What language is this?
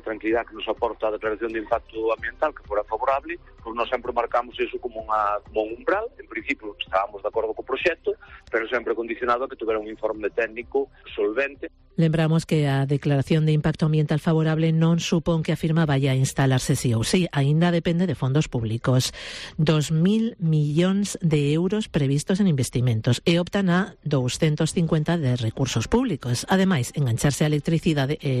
Galician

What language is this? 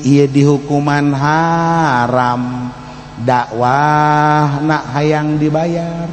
Sundanese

